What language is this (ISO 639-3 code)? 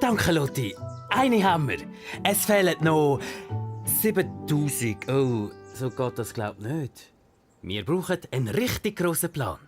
gsw